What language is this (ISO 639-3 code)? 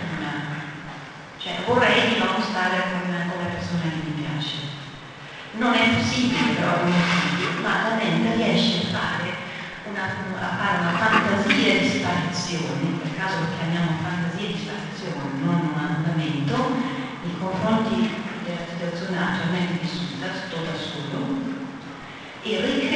ita